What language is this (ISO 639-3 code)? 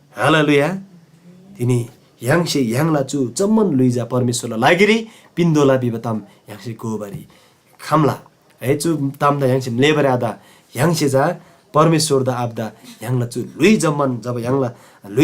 taj